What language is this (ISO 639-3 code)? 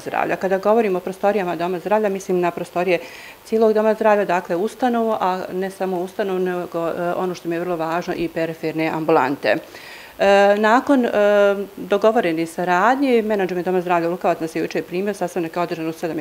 bos